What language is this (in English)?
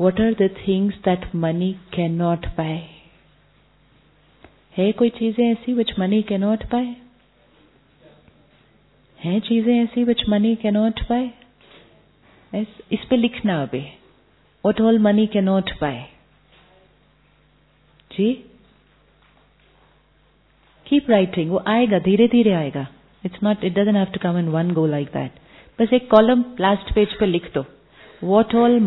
Hindi